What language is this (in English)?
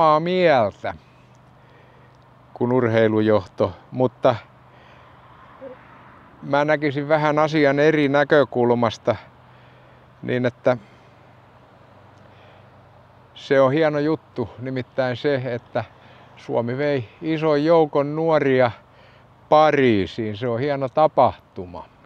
Finnish